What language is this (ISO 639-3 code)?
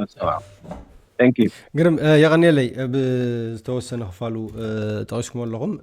tir